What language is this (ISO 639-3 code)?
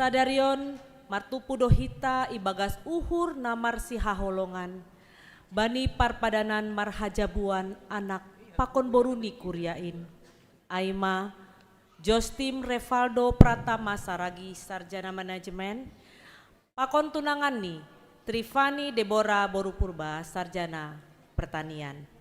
bts